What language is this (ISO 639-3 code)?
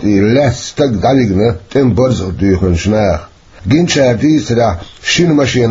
che